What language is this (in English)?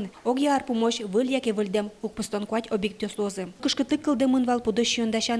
Udmurt